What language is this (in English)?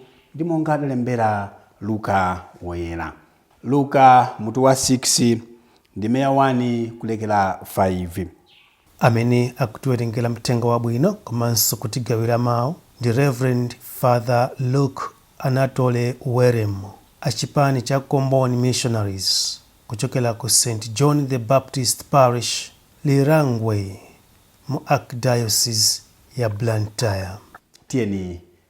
Nyanja